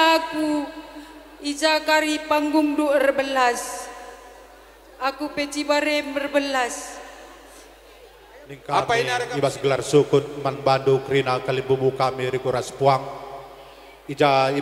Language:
Batak Karo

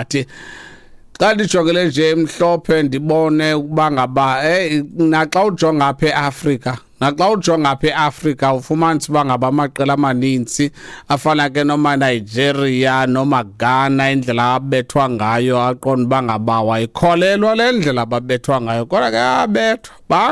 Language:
Xhosa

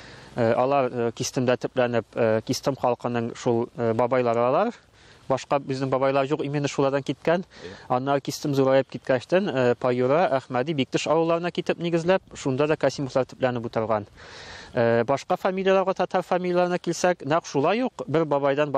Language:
Tatar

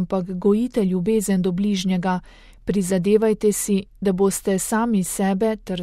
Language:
Slovenian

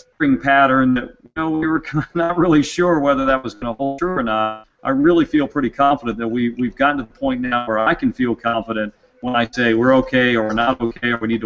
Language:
English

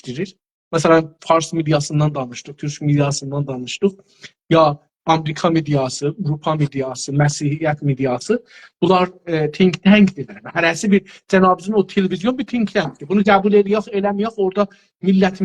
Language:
South Azerbaijani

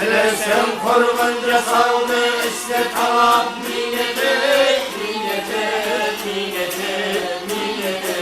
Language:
Kara-Kalpak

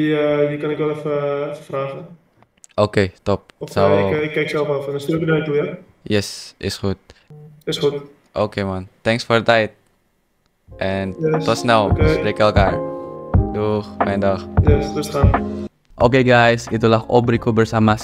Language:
Dutch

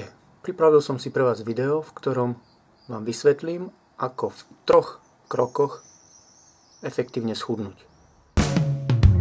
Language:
Slovak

